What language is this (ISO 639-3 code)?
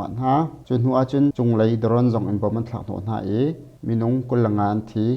cnh